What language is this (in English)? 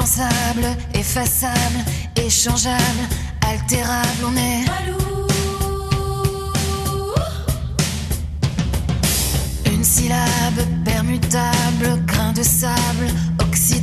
French